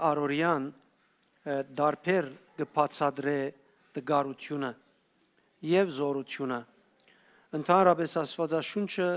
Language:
Western Armenian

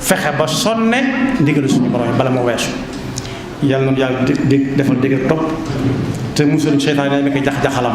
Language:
Wolof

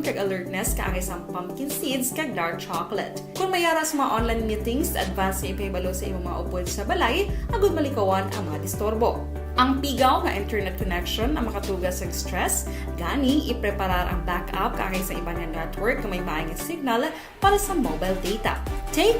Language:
Hiligaynon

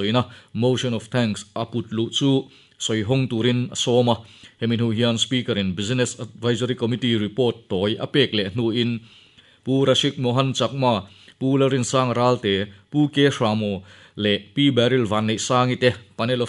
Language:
Mizo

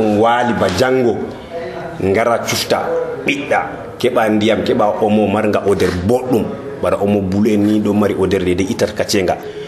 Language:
Nigerian Fulfulde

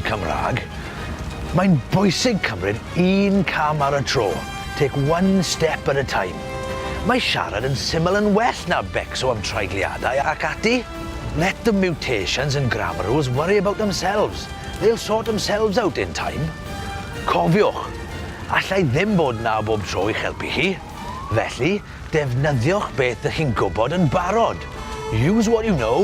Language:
Welsh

